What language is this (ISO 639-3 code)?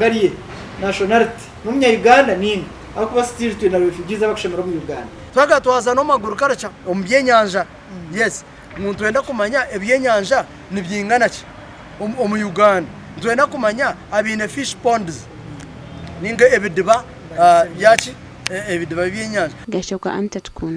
nyn